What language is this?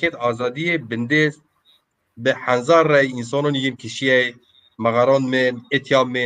Zaza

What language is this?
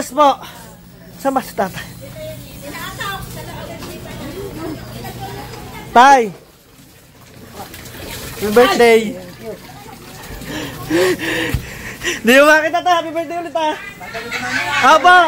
Filipino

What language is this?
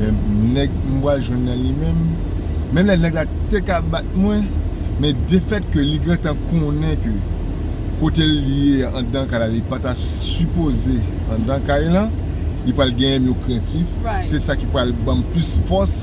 Haitian Creole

